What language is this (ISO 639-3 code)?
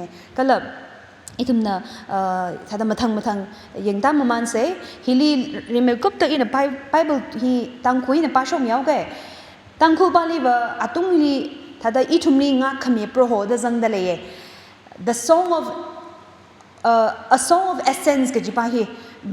nmf